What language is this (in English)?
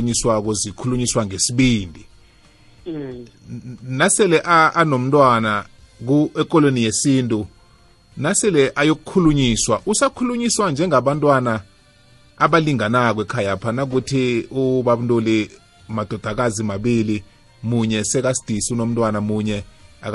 South Ndebele